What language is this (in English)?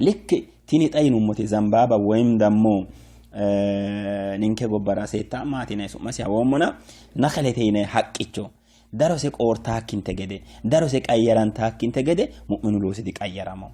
Sidamo